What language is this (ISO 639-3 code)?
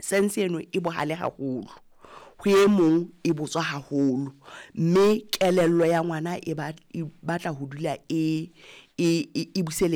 sot